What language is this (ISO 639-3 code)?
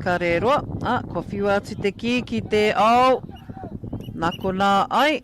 mri